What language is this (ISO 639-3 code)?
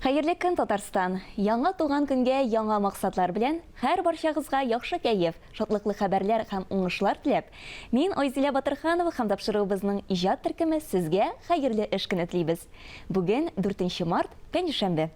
tat